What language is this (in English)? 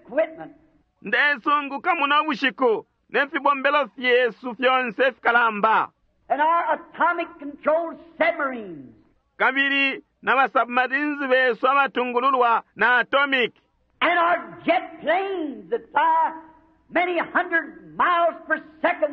Bemba